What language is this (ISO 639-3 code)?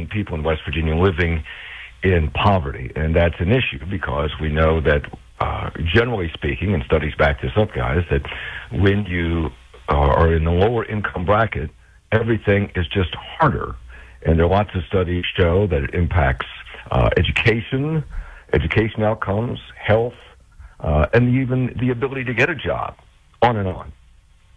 eng